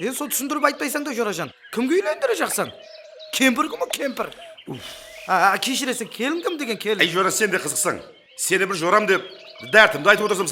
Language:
Kara-Kalpak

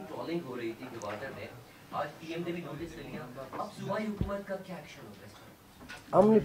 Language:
Urdu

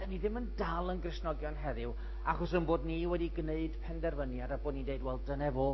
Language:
Welsh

